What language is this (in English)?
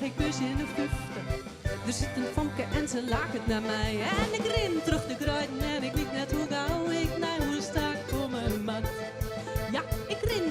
Western Frisian